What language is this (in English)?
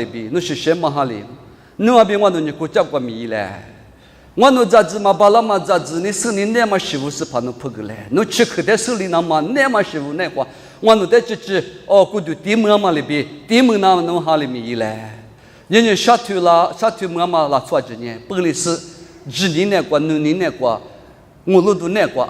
Lisu